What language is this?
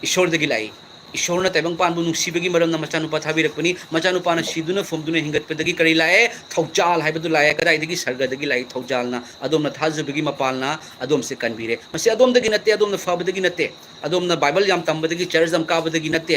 Manipuri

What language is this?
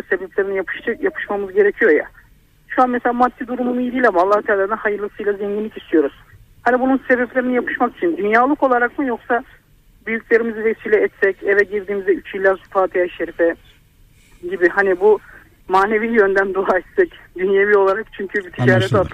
Turkish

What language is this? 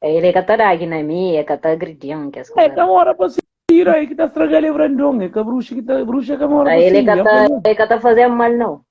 Kabuverdianu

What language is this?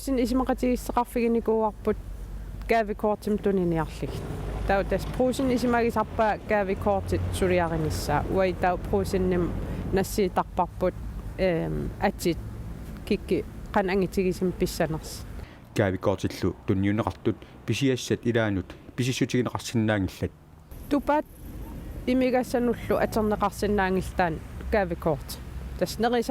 Kalaallisut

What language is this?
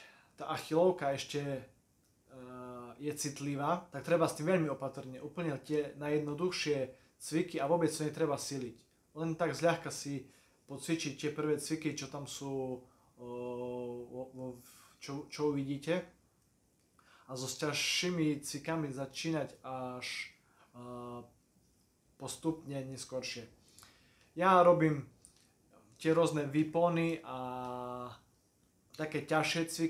Slovak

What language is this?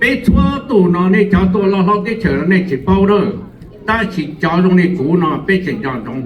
Hmong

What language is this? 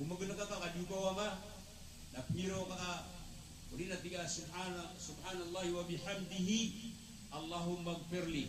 Maranao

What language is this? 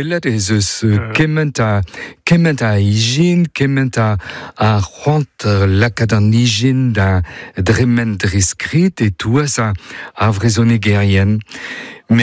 Breton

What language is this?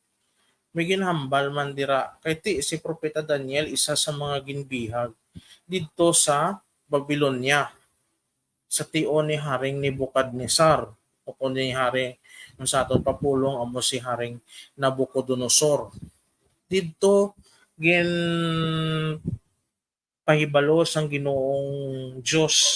Hiligaynon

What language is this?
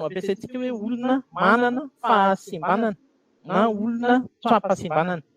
Malagasy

